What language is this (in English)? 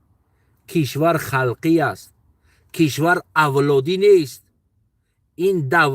Tajik